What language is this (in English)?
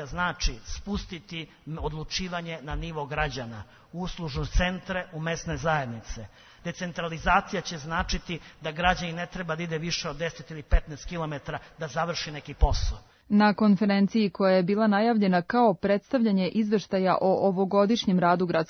Serbian